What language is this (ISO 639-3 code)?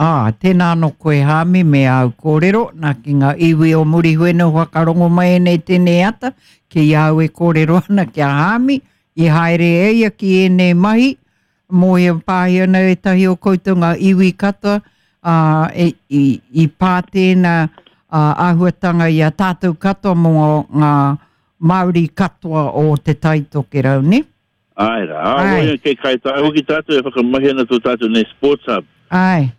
mri